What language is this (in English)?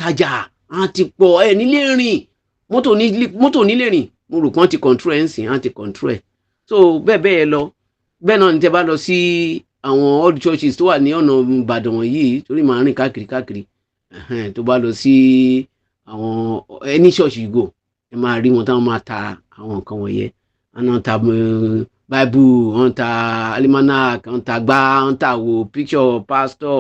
Yoruba